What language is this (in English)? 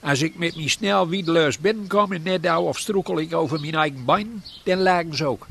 Gronings